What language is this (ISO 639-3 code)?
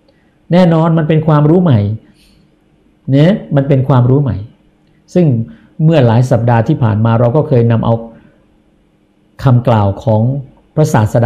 tha